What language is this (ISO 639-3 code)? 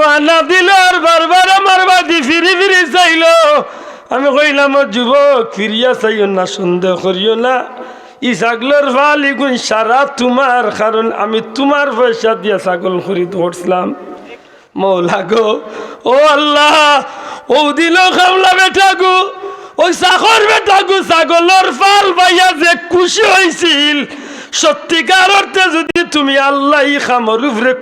syl